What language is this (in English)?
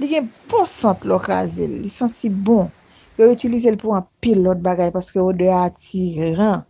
Haitian Creole